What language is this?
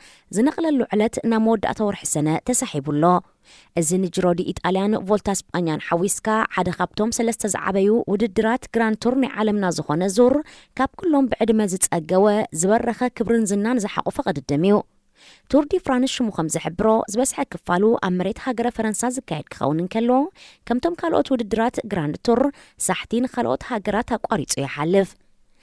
Tigrinya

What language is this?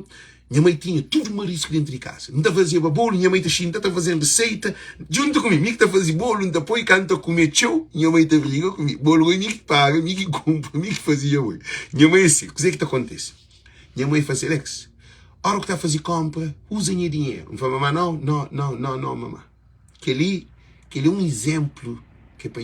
Kabuverdianu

